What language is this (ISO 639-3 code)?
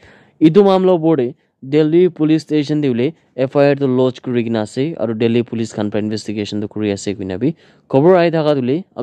nag